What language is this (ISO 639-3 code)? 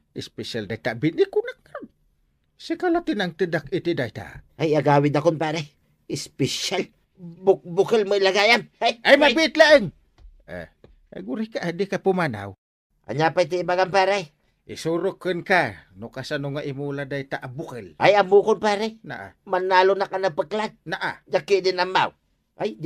ilo